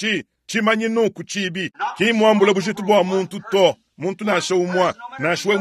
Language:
Luba-Lulua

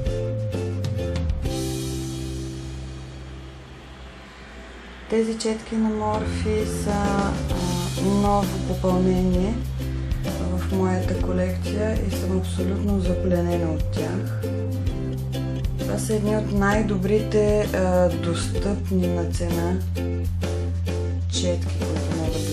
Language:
Bulgarian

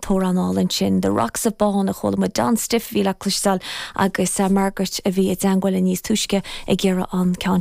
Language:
Irish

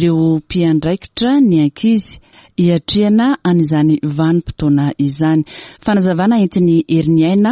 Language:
Malagasy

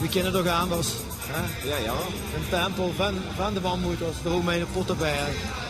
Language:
Limburgish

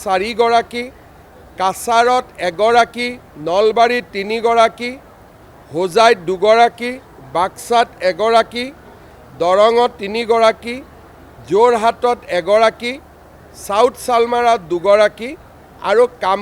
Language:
Assamese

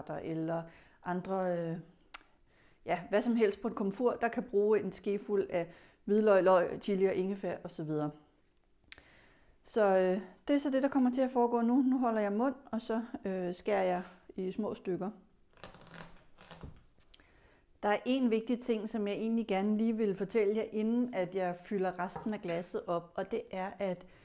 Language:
Danish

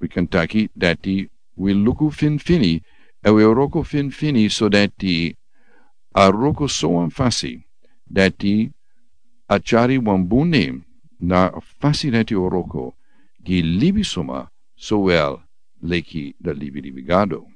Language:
Sranan Tongo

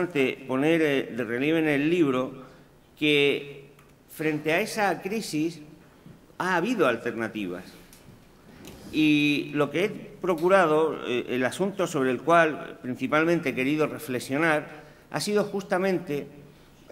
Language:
Spanish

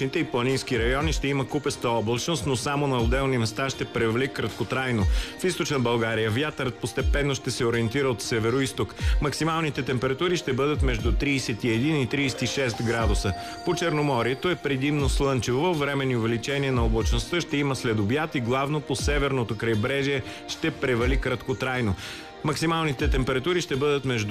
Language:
Bulgarian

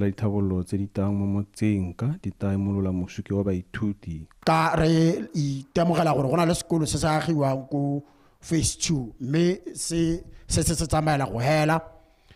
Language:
Tswana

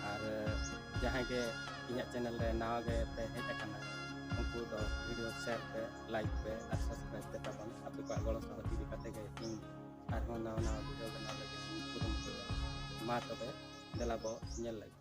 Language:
Santali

